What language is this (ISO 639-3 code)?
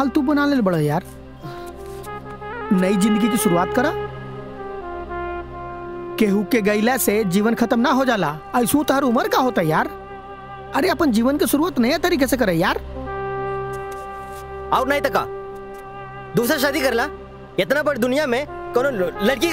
bho